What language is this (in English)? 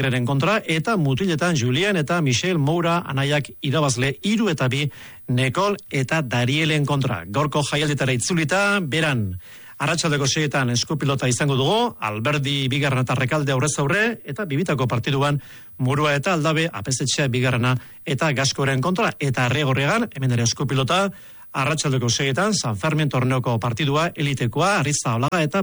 Basque